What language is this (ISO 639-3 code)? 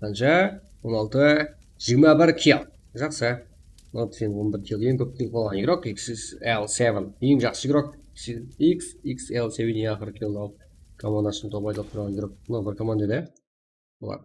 kaa